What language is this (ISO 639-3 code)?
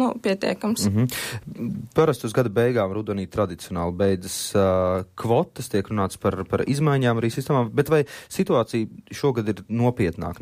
lav